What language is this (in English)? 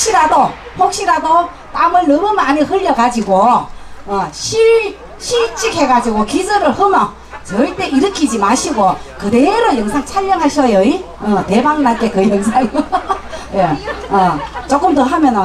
Korean